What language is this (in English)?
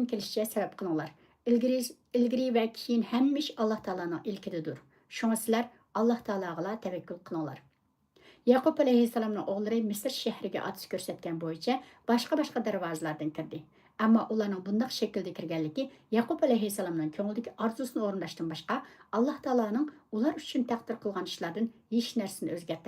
Uyghur